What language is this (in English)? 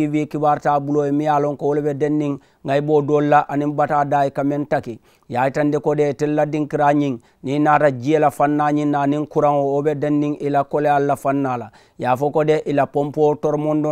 Mandingo